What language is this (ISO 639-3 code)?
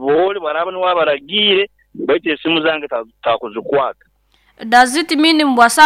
nyo